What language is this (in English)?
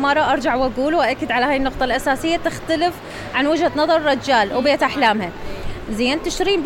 Mesopotamian Arabic